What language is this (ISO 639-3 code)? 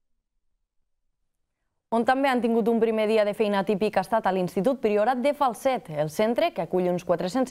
cat